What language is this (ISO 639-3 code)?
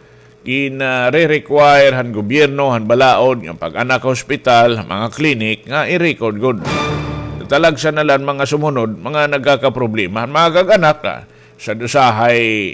war